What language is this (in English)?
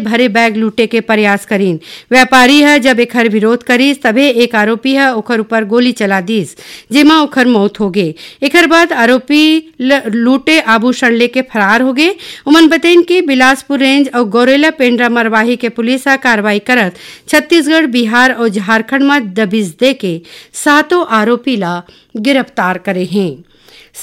Chhattisgarhi